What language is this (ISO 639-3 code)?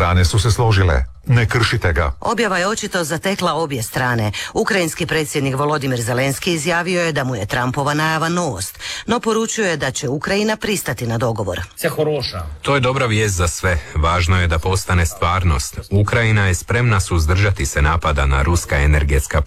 hrv